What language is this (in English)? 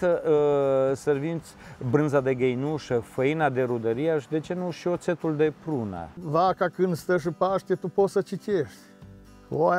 Romanian